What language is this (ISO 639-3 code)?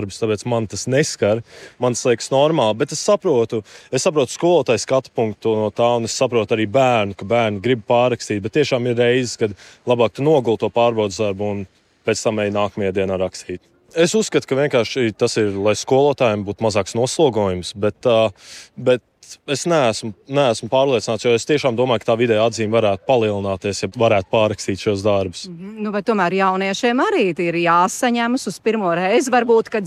lav